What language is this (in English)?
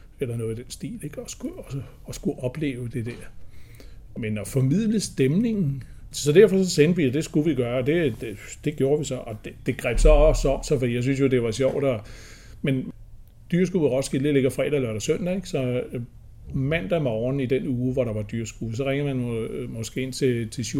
Danish